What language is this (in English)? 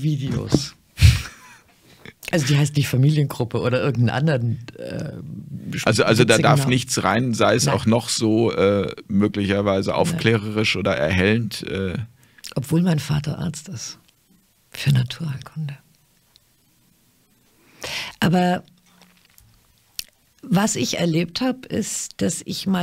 German